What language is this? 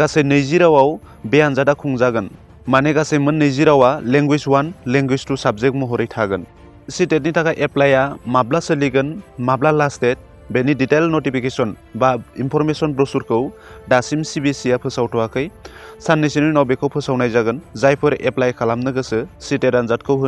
Bodo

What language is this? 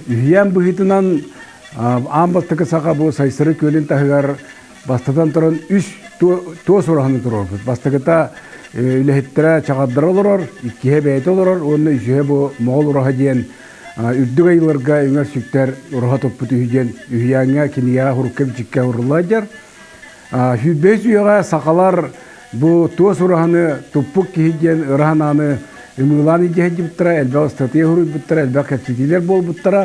Yakut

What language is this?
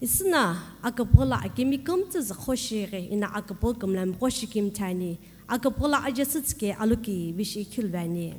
Sumi Naga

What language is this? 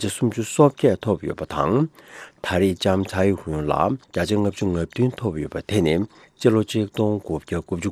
Tibetan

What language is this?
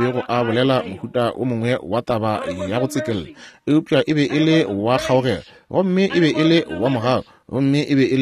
Northern Sotho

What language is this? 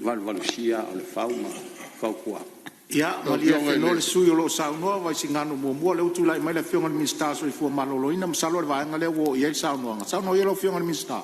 Samoan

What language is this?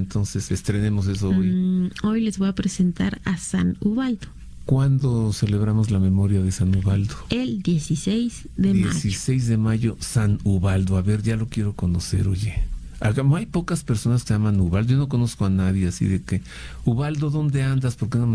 Spanish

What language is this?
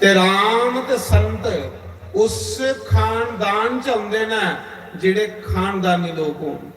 Dogri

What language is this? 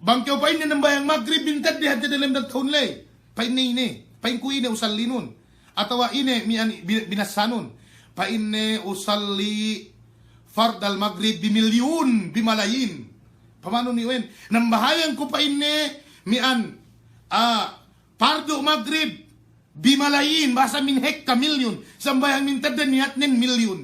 Yakan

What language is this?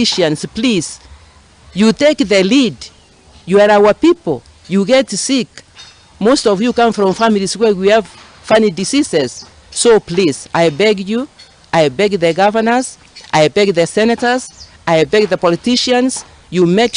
Kikuyu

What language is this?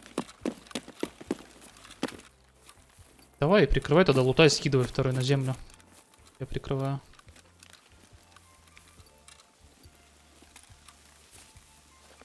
Russian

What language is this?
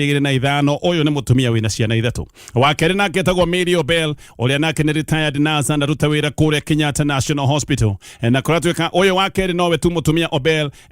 Kikuyu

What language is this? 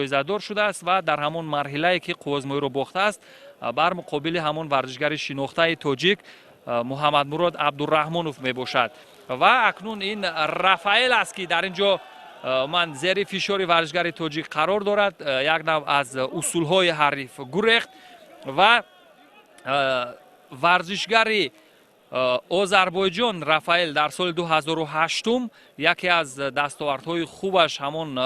Tajik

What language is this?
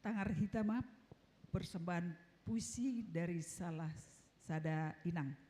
Batak Simalungun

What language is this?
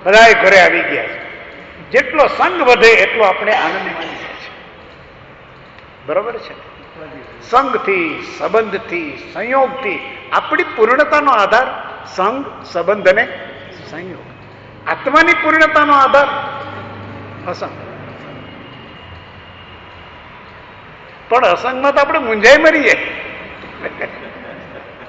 Gujarati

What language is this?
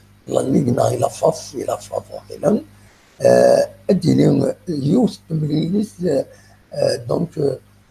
Kabyle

